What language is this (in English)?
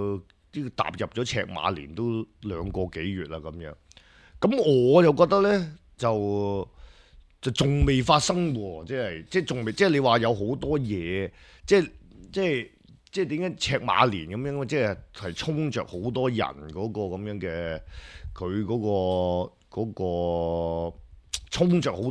Cantonese